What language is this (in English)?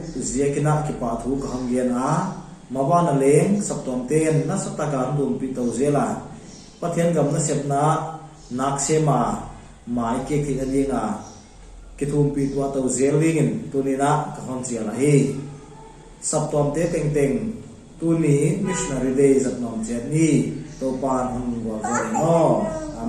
Paite Chin